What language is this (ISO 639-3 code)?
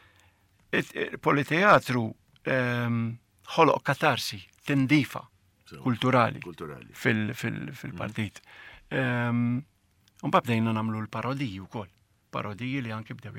mlt